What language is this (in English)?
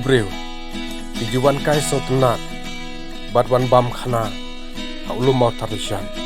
Khasi